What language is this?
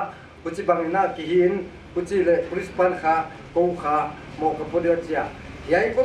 Paite Chin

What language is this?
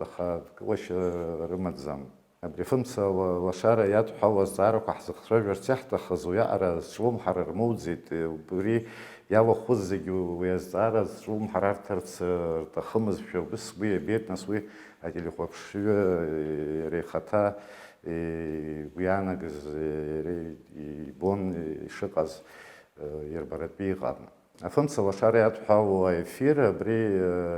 Abkhazian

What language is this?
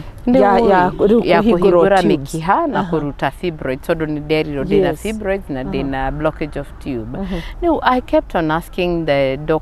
Kikuyu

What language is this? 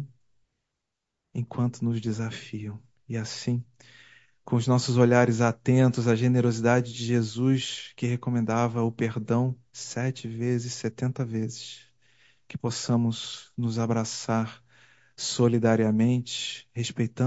Portuguese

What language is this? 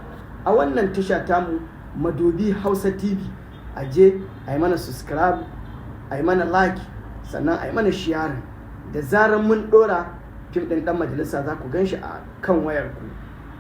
Hausa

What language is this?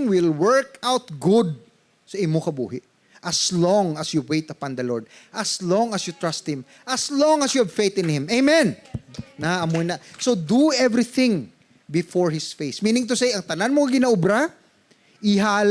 Hiligaynon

